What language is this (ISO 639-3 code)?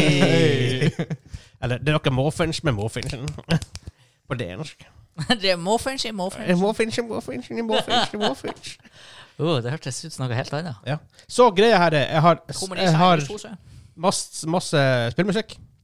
nor